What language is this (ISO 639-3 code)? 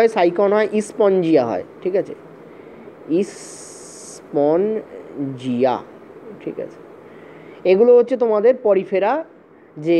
ben